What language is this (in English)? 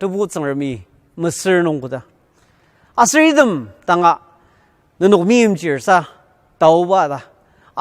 Ao Naga